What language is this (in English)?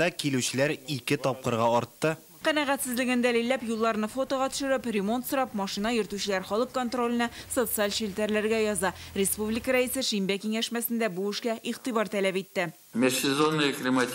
Tatar